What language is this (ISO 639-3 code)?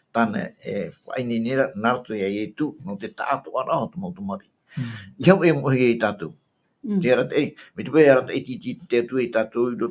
tah